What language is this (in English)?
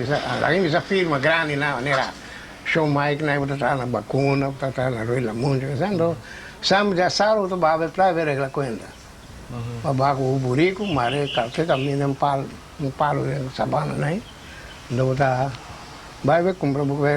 Papiamento